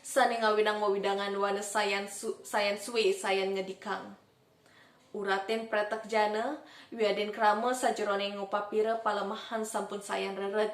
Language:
Balinese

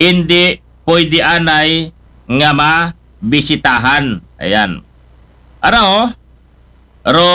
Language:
Aklanon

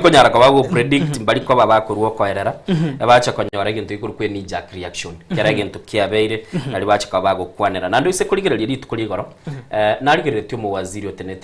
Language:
Gusii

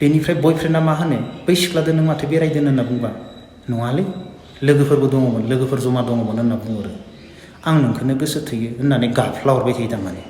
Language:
Bodo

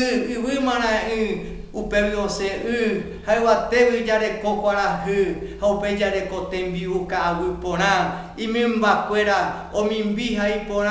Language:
Guarani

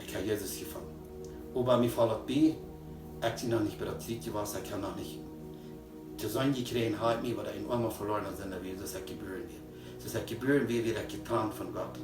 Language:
Plautdietsch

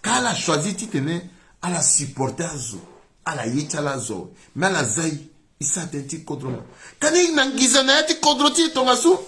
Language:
Sango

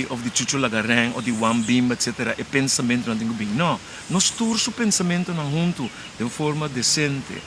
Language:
Papiamento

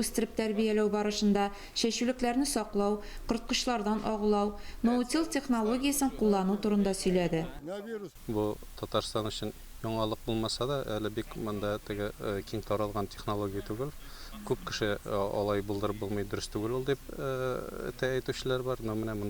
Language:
Tatar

